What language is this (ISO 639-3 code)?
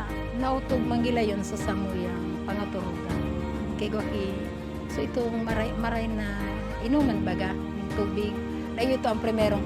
bik